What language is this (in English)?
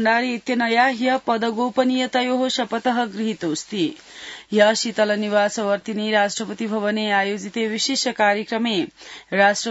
Sanskrit